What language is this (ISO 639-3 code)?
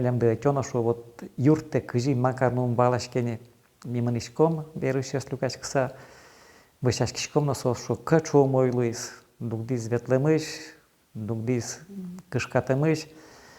udm